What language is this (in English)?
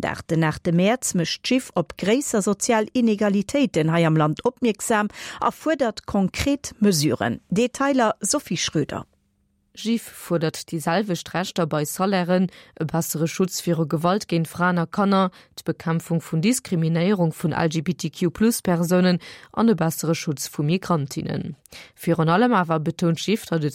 Luxembourgish